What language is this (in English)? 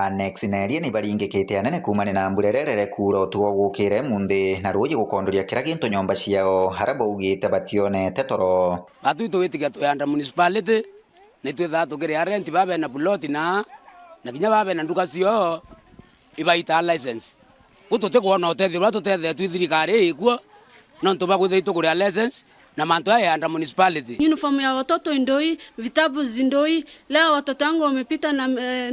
Meru